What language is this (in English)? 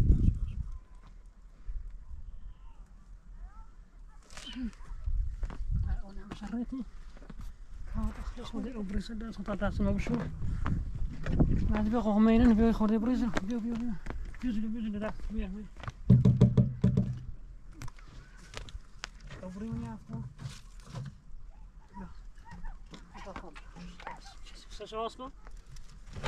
Persian